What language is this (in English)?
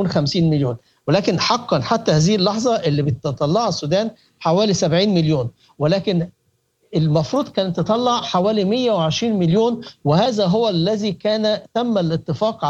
Sudanese Arabic